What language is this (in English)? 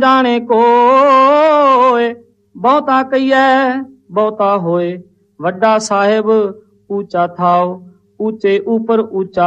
Punjabi